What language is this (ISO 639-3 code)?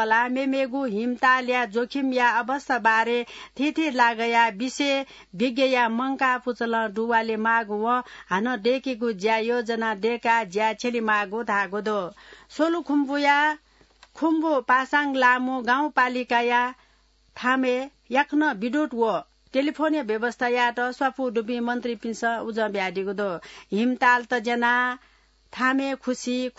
new